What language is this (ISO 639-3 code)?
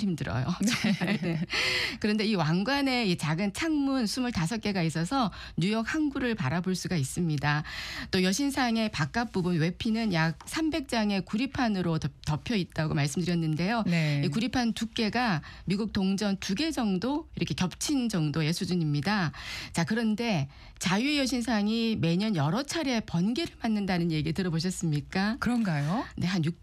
kor